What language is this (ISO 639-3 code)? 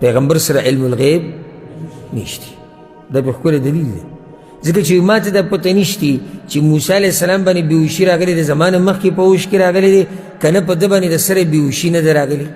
pus